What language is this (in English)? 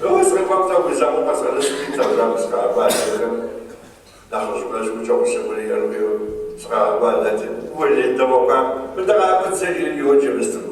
Kabardian